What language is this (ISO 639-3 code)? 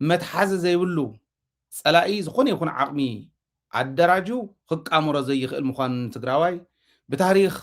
tir